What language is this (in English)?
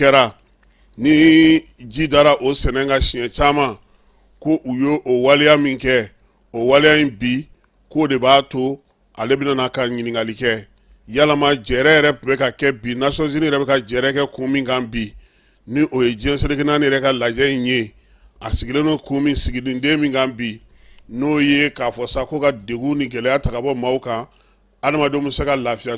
Bambara